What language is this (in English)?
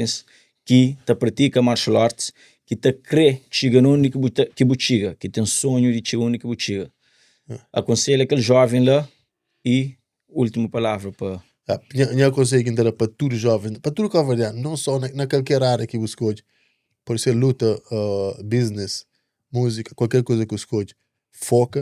Kabuverdianu